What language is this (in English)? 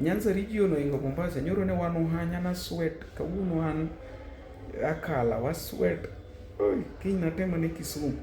Luo (Kenya and Tanzania)